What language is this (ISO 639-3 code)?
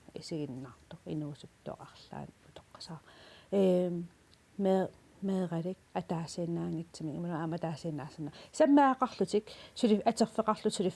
kal